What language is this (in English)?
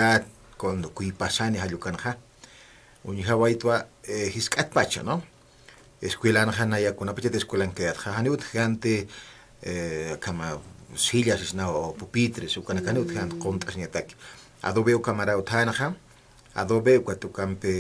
Aymara